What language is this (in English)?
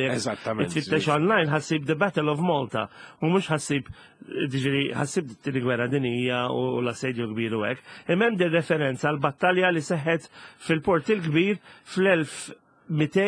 Maltese